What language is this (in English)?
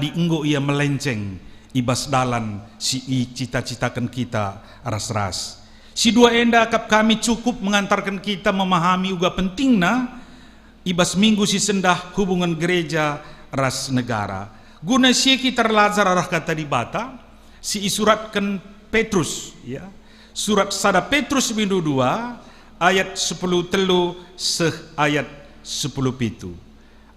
Batak Karo